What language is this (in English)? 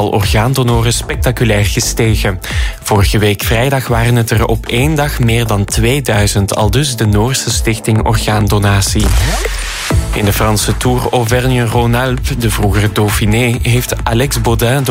Dutch